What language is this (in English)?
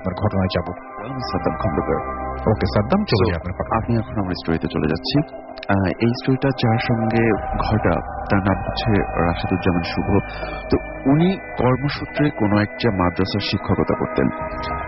Bangla